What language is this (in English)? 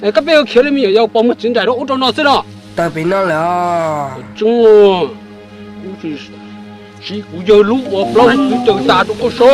Hmong